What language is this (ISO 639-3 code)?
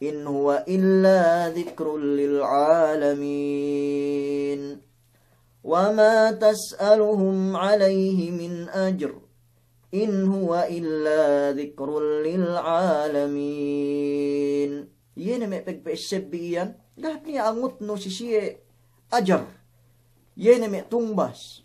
yka